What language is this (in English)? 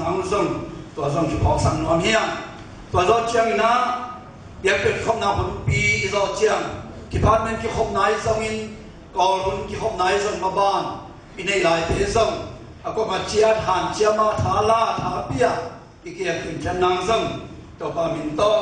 Tedim Chin